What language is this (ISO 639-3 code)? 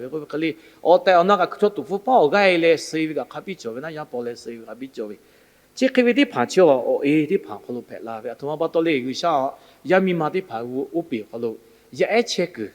lhu